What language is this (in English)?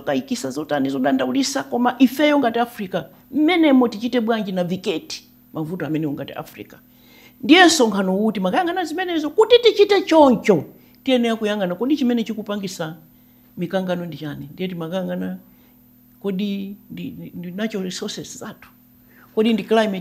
Nyanja